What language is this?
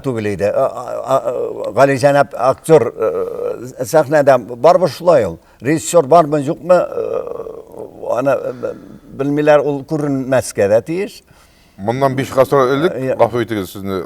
Tatar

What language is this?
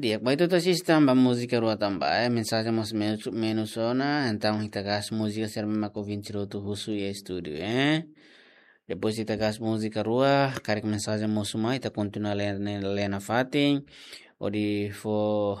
Tetum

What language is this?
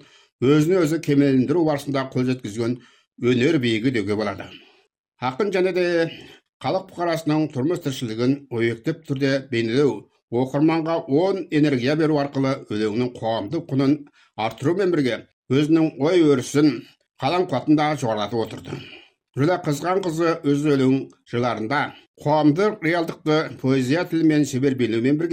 Kazakh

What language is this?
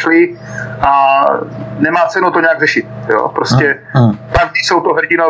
Czech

